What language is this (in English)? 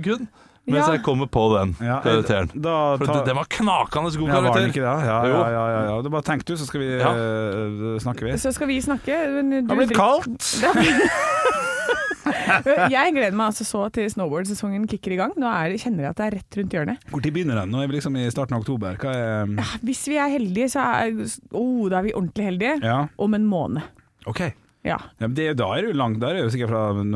Norwegian